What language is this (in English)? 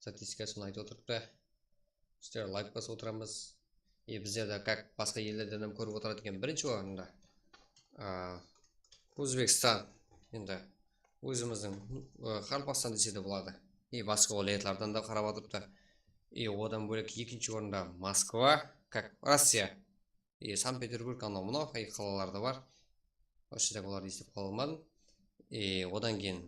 Kara-Kalpak